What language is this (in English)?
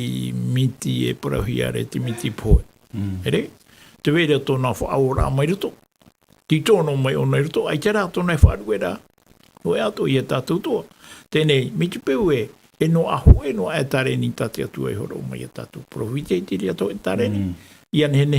Tahitian